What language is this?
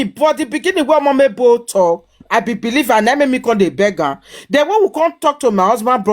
Nigerian Pidgin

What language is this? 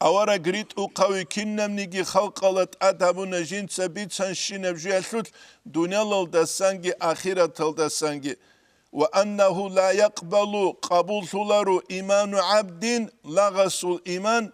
Avaric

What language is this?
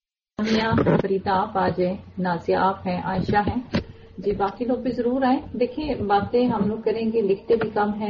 Urdu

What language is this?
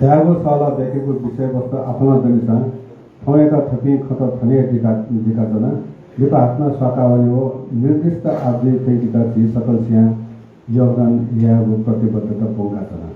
Newari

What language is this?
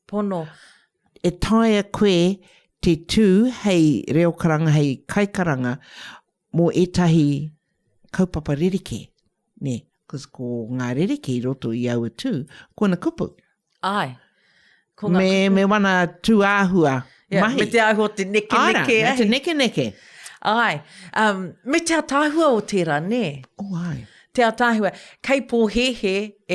Māori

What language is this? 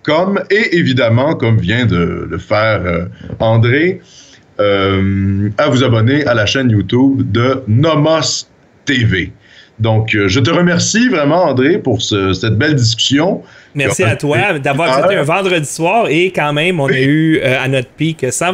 French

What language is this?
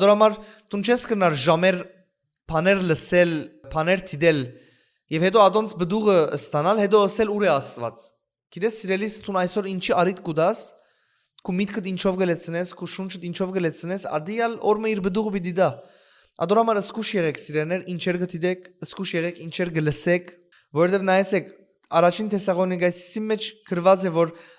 Western Armenian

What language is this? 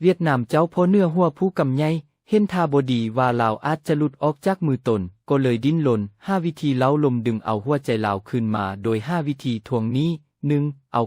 Lao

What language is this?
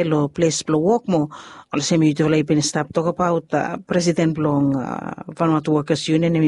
Bislama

